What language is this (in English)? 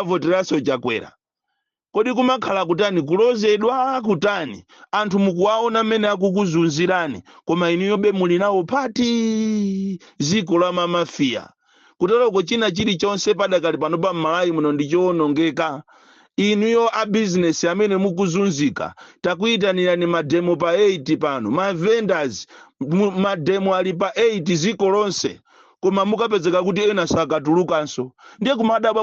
Nyanja